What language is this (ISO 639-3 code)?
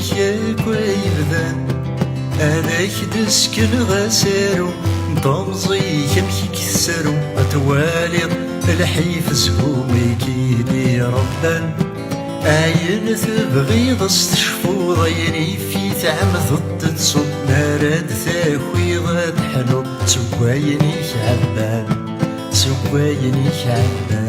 kab